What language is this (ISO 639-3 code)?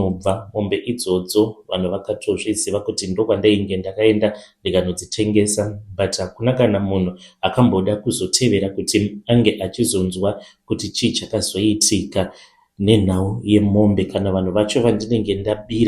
sna